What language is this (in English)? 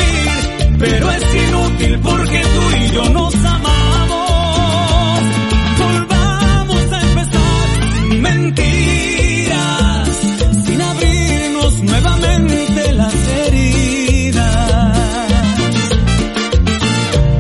Spanish